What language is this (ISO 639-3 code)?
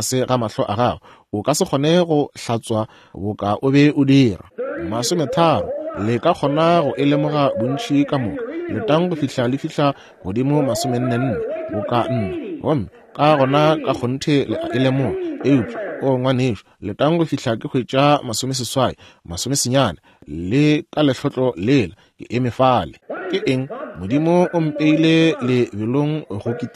nso